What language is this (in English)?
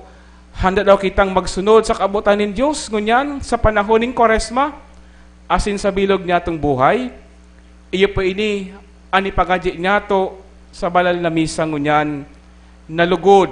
Bikol